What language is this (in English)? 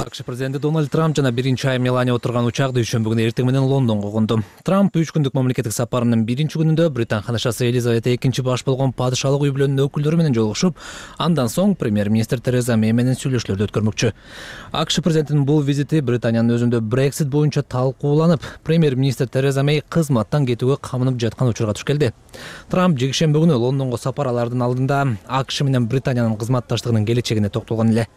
Kyrgyz